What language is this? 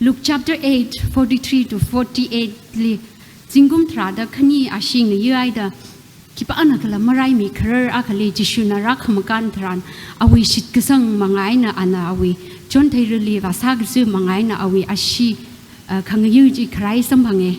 Tangkhul Naga (India)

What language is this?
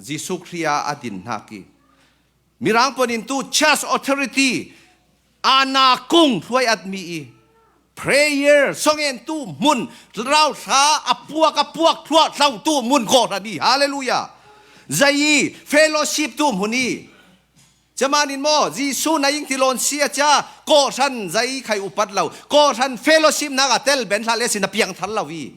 Falam Chin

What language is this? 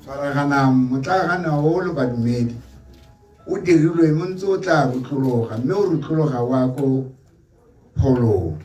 Tswana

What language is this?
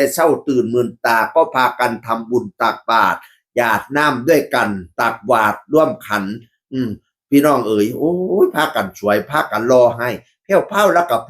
Northeastern Thai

